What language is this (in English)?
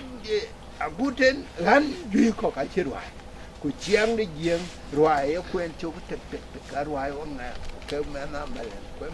Dinka